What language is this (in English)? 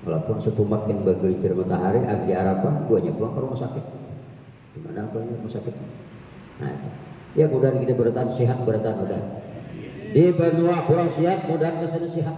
Banjar